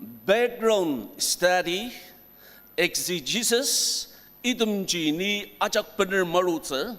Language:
Ao Naga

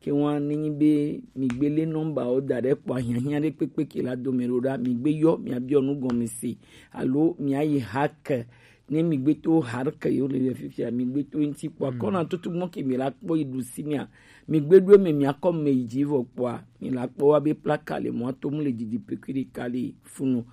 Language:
Gen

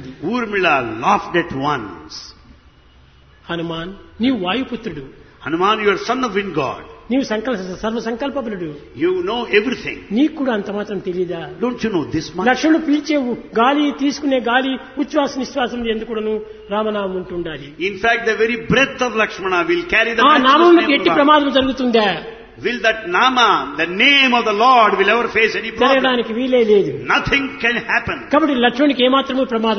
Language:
Telugu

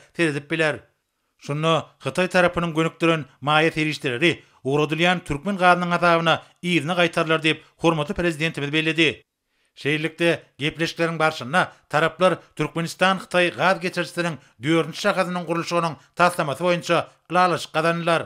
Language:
Turkmen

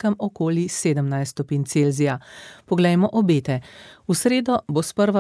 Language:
Slovenian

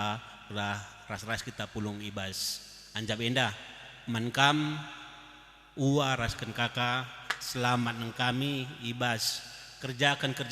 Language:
Batak Karo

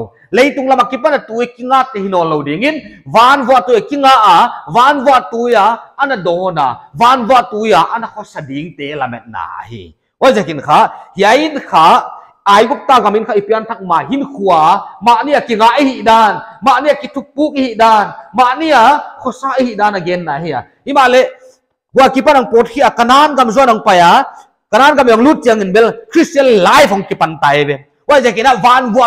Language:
Paite Chin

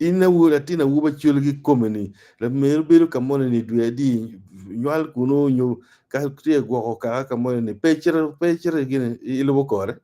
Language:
Acoli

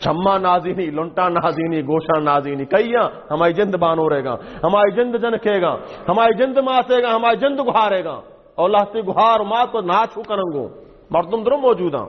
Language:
Baluchi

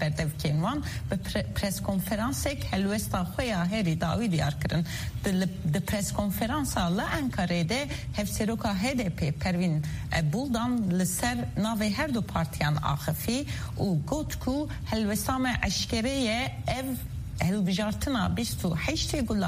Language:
Kurdish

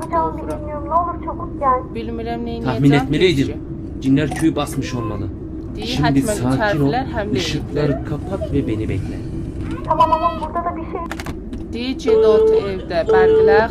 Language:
South Azerbaijani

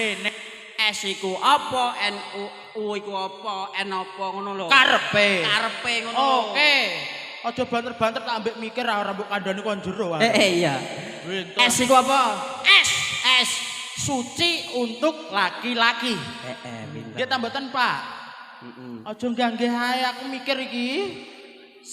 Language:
Javanese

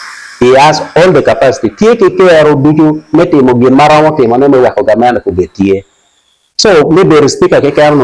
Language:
Acoli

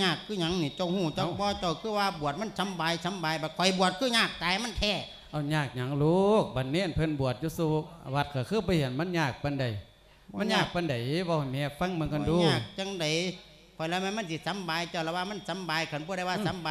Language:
Lao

